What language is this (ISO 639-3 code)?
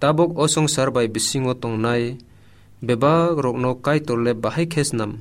trp